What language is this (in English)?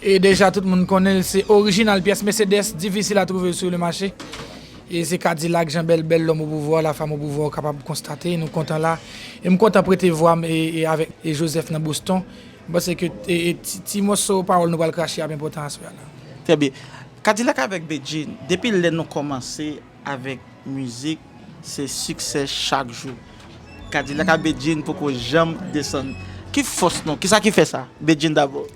Haitian Creole